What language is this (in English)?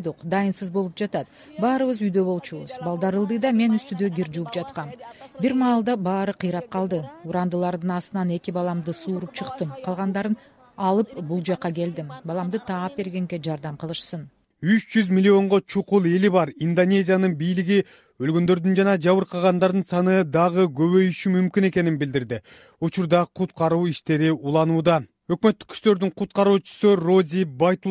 Kyrgyz